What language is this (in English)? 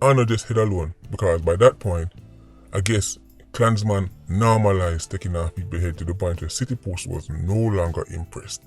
Jamaican Creole English